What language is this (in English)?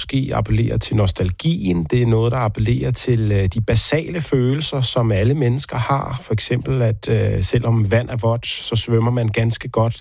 Danish